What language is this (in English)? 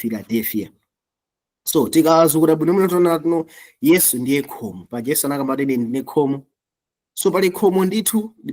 Nyanja